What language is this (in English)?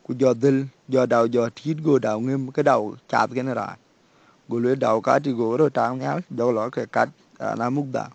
Dinka